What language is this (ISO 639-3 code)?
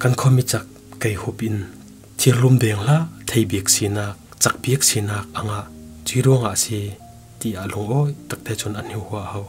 cfm